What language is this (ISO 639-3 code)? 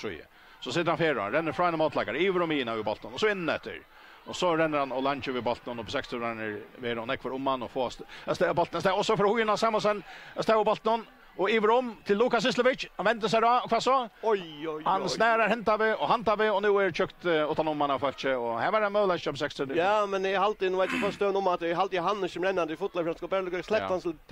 fao